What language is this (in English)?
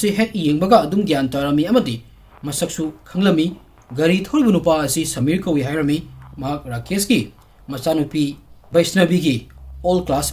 Manipuri